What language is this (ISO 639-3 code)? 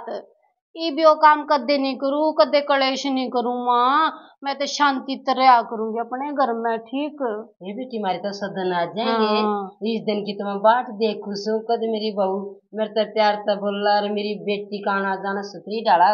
bgc